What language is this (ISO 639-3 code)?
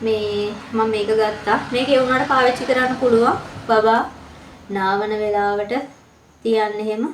sin